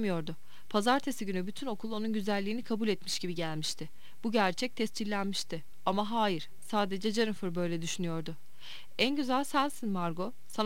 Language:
Turkish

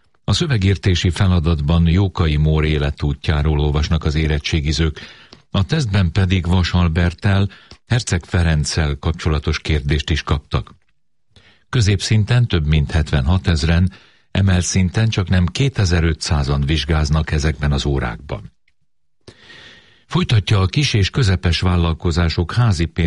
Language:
Hungarian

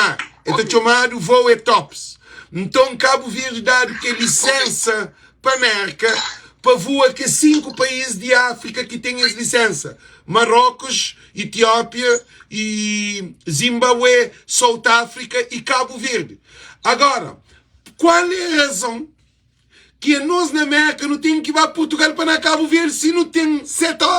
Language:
Kabuverdianu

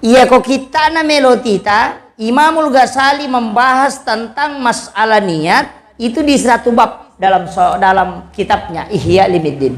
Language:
Buginese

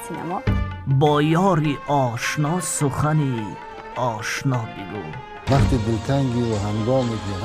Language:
Tajik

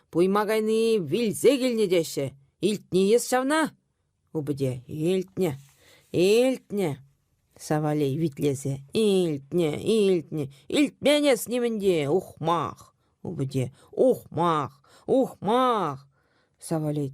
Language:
Chuvash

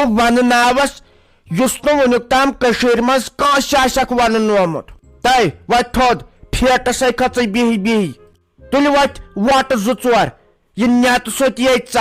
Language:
Kashmiri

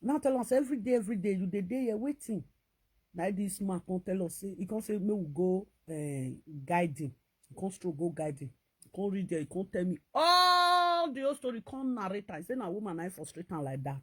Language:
Nigerian Pidgin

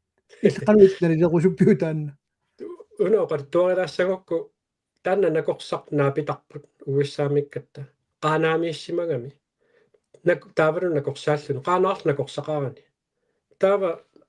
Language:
Kalaallisut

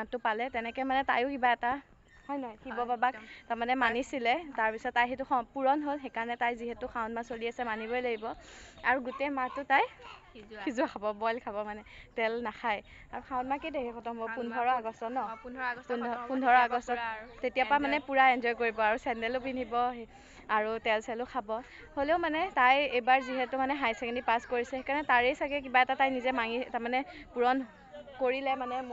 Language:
Assamese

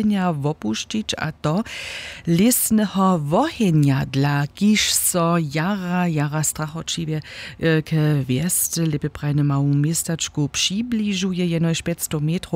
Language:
Upper Sorbian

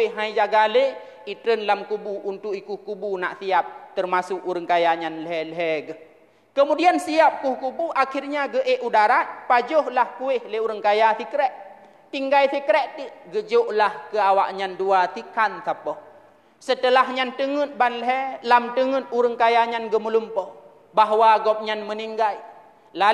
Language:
Achinese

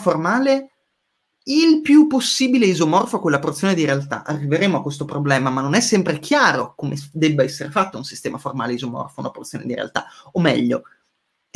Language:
Italian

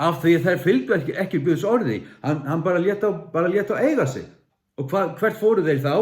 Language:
Faroese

